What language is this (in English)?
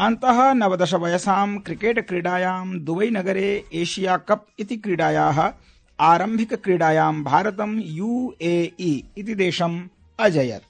Sanskrit